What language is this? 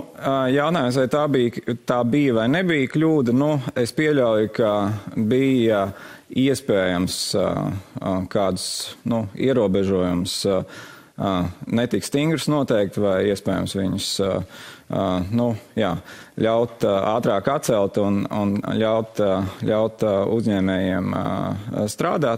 Latvian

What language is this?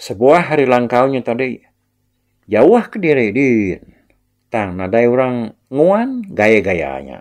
Iban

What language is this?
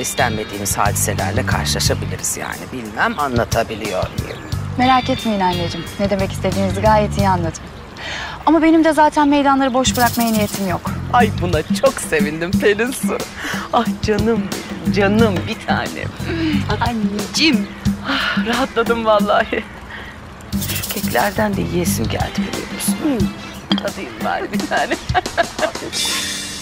Turkish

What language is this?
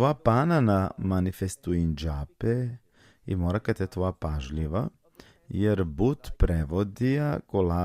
Balkan Romani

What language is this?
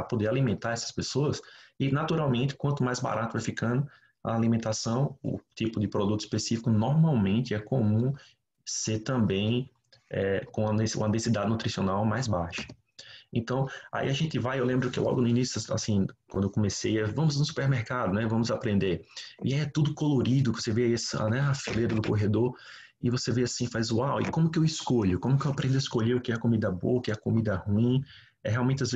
Portuguese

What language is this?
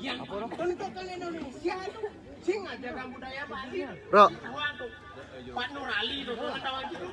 Balinese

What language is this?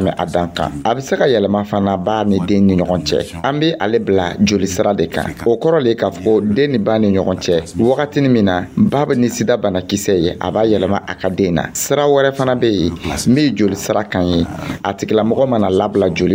Dyula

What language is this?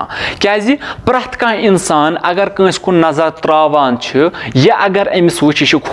Kashmiri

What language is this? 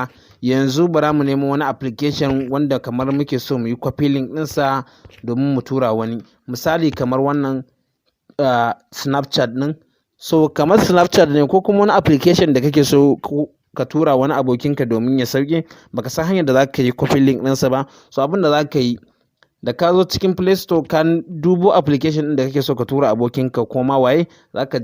Hausa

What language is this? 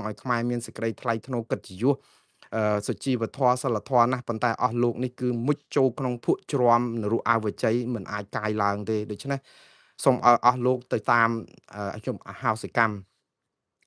Khmer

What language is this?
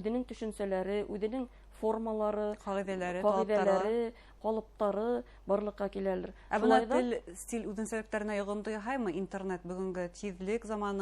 Bashkir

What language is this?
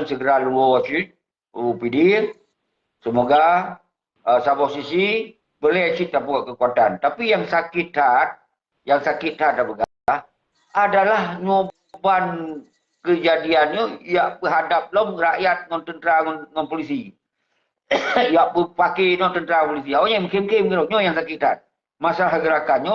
Achinese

